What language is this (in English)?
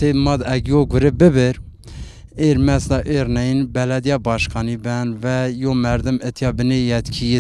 Zaza